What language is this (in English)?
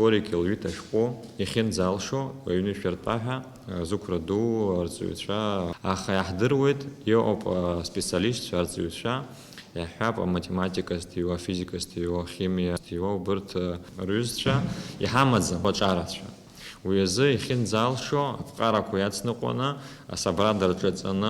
Abkhazian